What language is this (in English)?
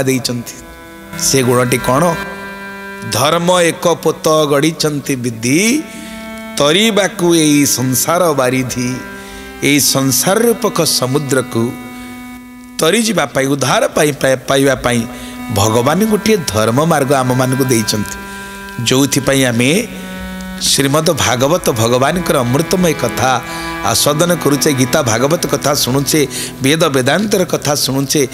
Odia